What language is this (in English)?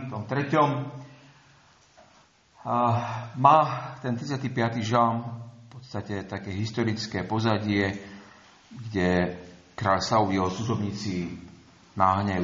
Slovak